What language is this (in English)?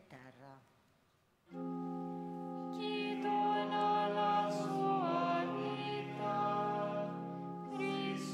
Italian